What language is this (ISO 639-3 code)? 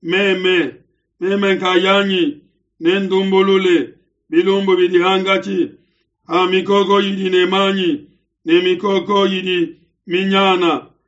lua